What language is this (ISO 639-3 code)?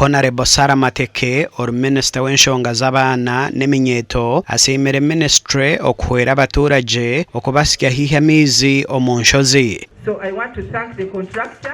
nyn